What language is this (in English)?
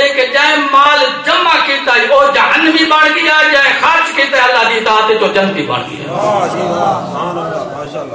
Saraiki